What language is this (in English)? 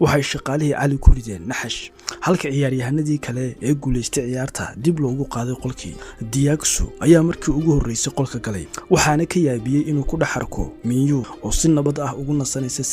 Somali